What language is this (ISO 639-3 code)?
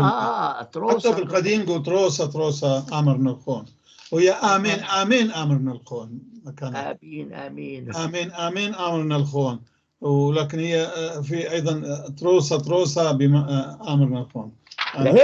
apc